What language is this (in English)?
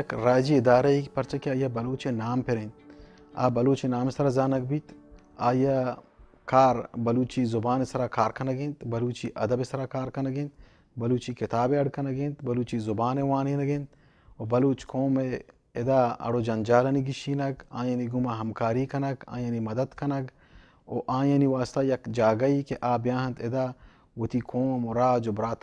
Baluchi